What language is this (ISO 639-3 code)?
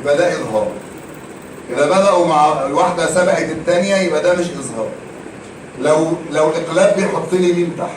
arz